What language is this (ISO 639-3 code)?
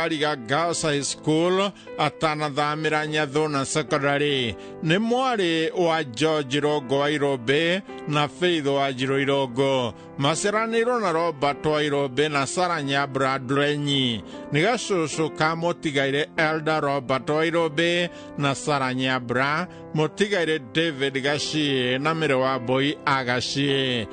kik